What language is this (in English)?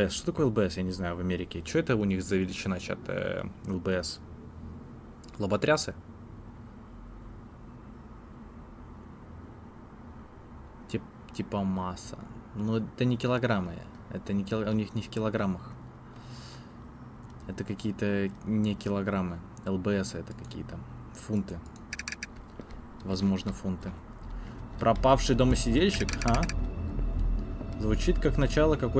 Russian